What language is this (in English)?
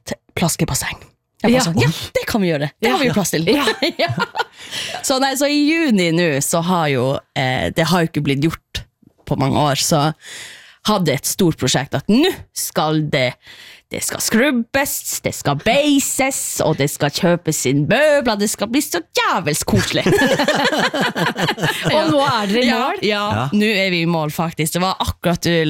Norwegian